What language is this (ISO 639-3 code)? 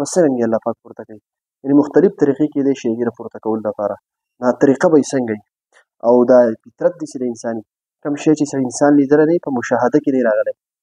pus